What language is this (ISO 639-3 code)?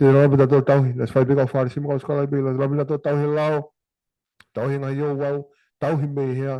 ton